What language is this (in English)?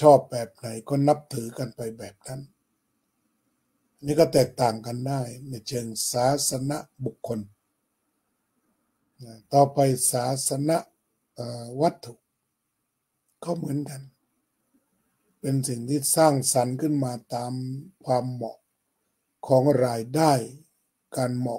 Thai